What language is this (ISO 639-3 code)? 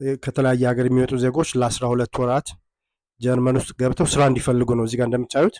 amh